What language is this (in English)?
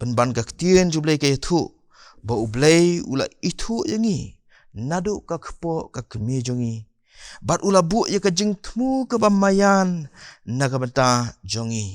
Khasi